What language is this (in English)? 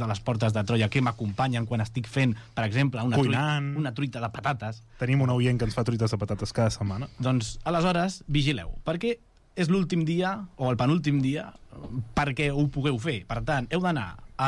Catalan